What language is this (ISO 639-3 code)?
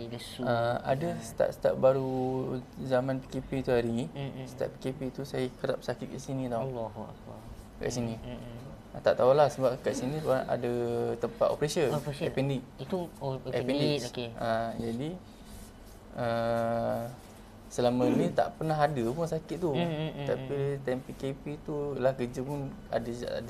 msa